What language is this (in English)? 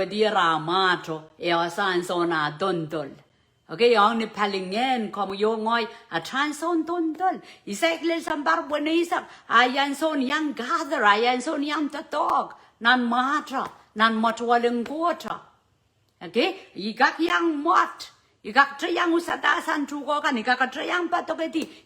Pohnpeian